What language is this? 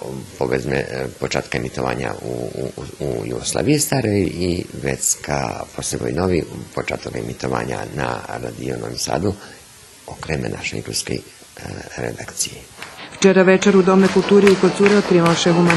Rusyn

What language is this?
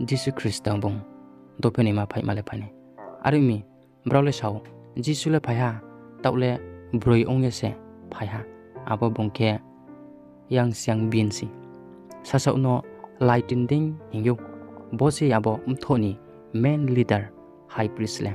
Riang (India)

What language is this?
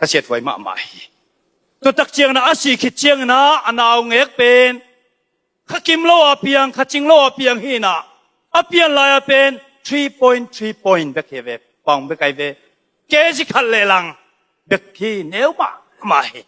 Tedim Chin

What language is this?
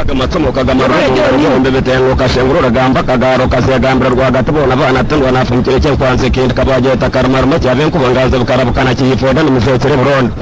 Nyankole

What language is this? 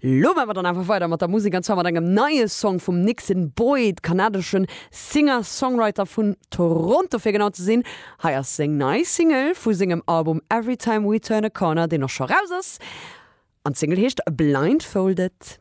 Luxembourgish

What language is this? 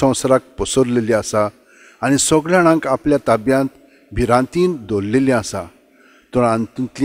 Konkani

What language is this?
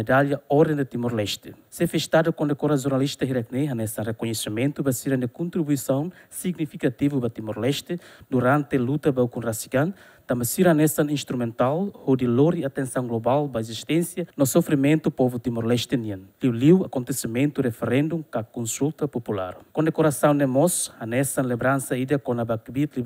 Tetum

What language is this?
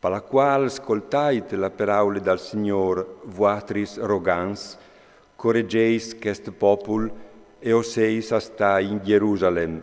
Friulian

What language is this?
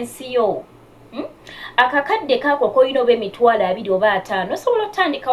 Ganda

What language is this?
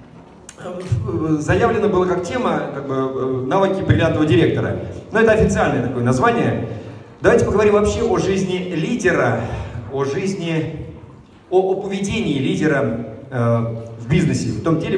Russian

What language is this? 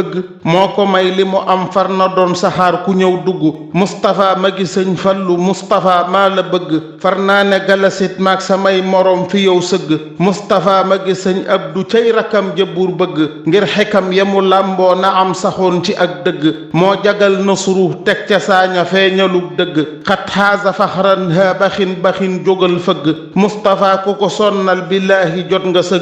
Wolof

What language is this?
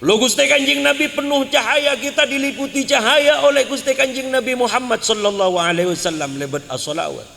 Madurese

